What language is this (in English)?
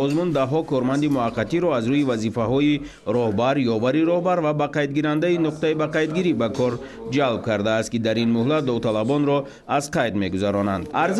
Tajik